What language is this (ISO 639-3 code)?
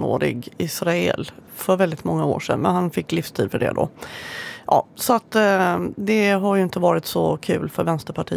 swe